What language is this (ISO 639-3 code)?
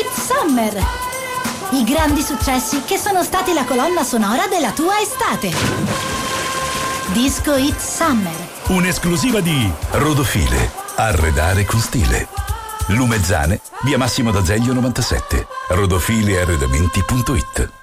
ita